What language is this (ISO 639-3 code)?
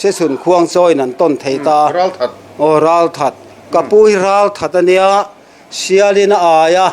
lus